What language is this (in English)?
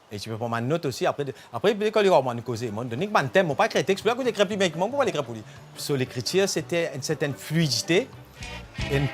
Morisyen